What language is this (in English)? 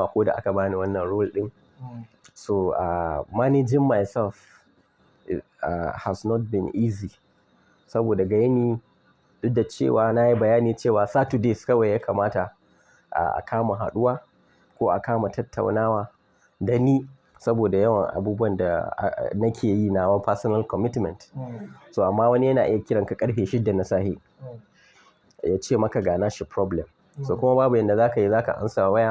Hausa